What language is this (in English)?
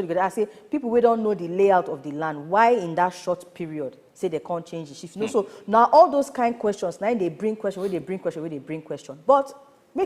Nigerian Pidgin